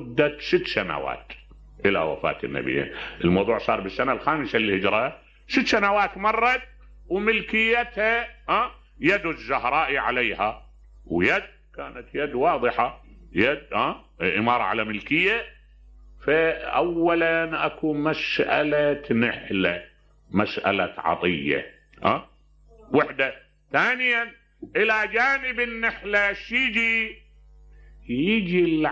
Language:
Mesopotamian Arabic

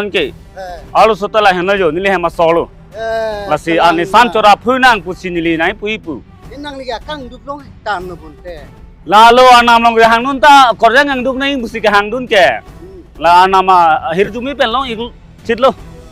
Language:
Karbi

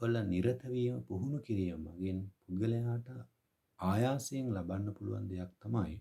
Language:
Sinhala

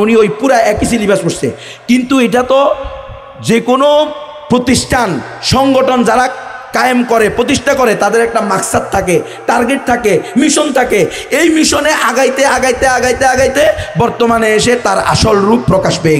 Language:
Bangla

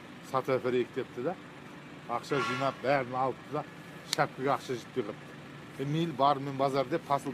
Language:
Kazakh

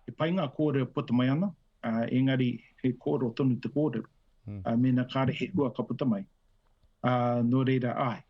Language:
Māori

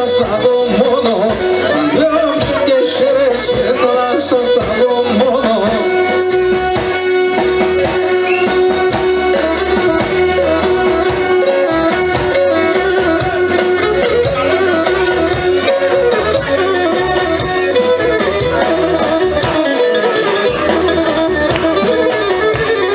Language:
Greek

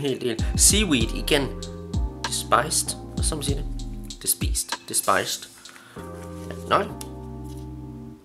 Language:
Danish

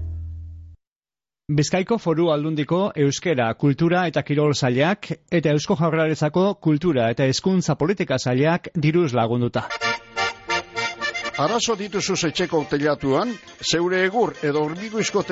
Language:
Basque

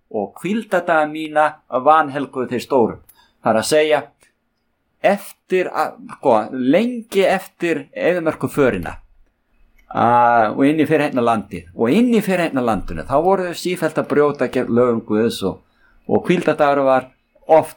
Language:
Icelandic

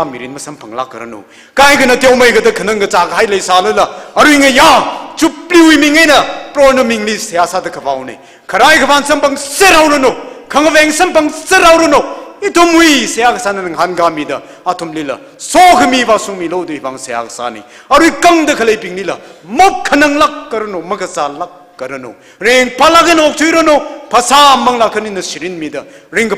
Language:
Tangkhul Naga (India)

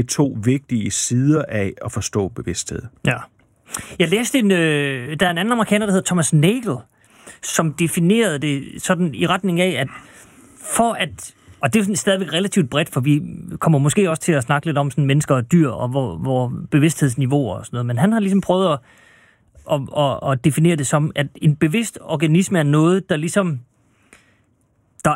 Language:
Danish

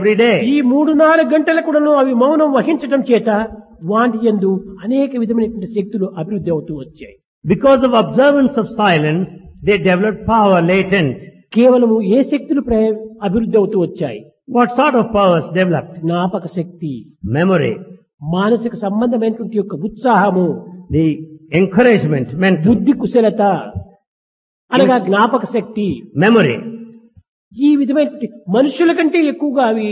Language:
Telugu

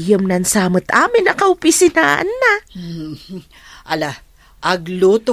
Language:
Iloko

